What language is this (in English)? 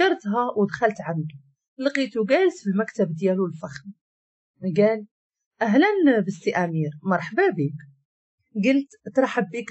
Moroccan Arabic